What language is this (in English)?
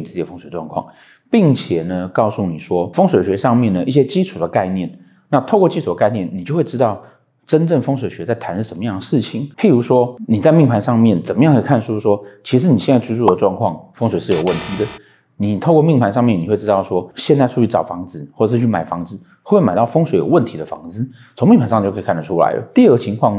Chinese